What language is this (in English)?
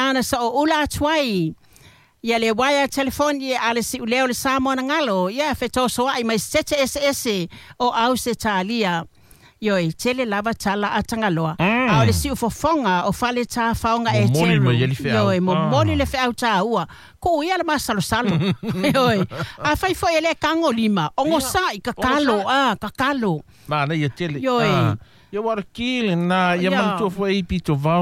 Samoan